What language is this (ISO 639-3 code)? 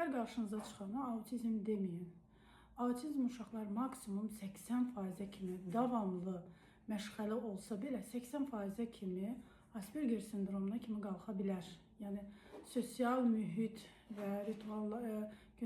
aze